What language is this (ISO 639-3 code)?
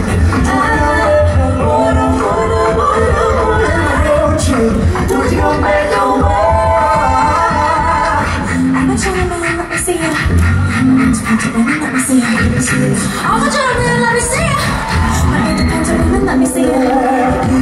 eng